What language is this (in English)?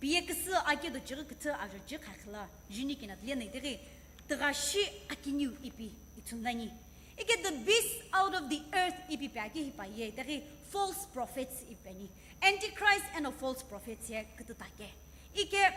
Sumi Naga